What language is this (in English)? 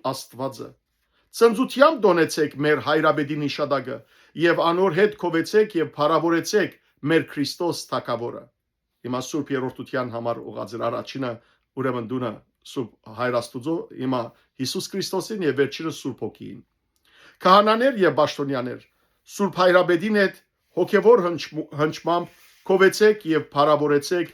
Western Armenian